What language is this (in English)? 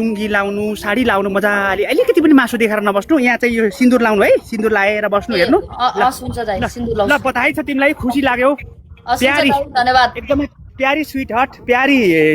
Nepali